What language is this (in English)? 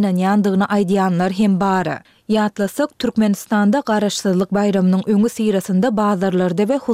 Turkmen